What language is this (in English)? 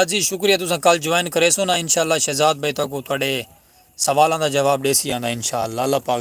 Saraiki